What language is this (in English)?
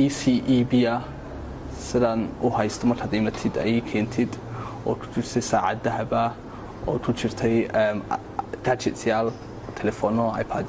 Somali